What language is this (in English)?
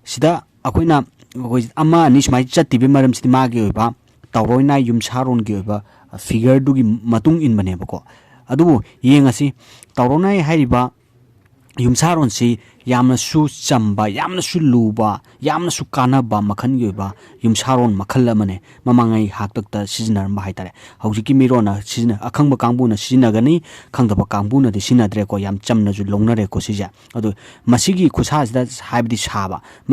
Manipuri